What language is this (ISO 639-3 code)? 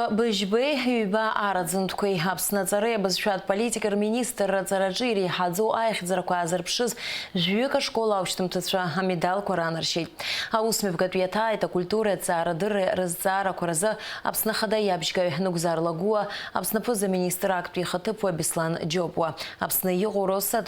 abk